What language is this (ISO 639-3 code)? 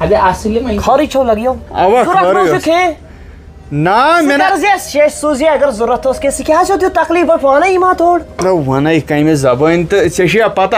kas